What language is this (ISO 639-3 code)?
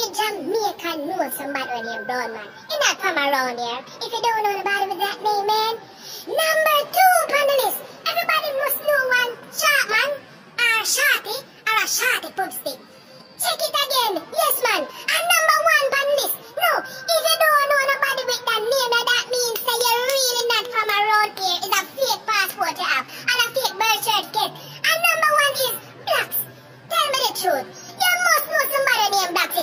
jam